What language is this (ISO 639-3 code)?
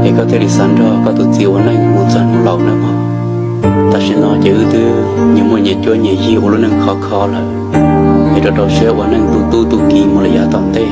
hmn